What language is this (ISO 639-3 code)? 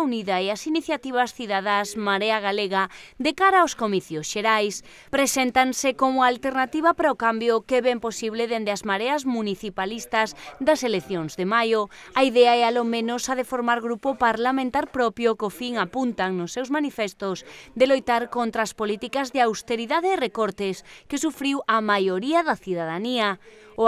glg